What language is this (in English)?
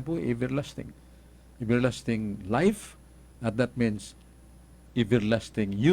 Cebuano